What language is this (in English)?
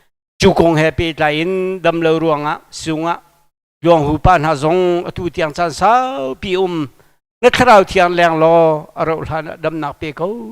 Hakha Chin